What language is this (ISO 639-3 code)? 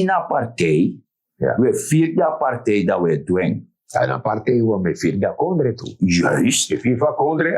srn